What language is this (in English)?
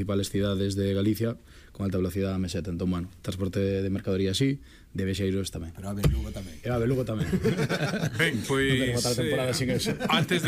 Galician